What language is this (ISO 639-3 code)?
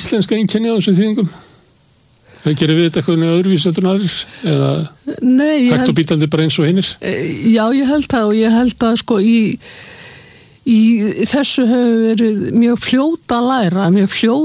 isl